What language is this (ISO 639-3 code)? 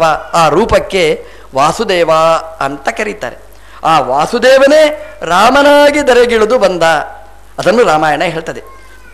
kan